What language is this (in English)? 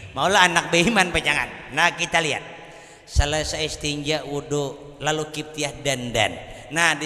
Banjar